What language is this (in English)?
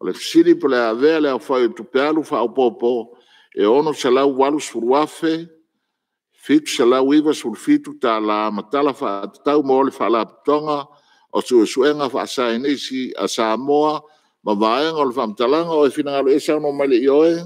Samoan